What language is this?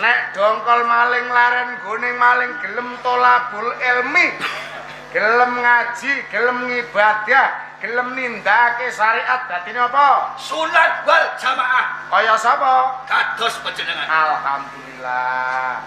Javanese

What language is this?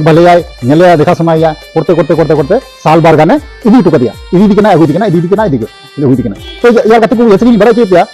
Santali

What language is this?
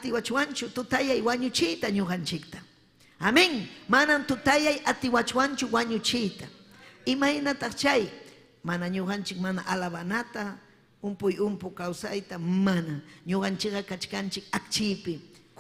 Ayacucho Quechua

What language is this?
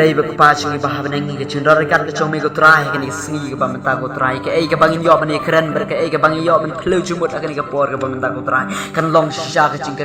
Khasi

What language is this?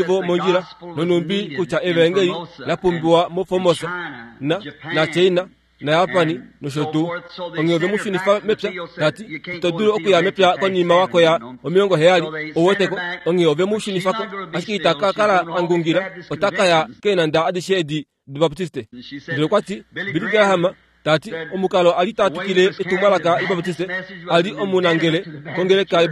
Kuanyama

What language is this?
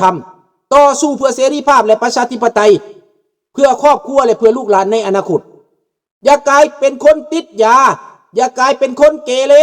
Lao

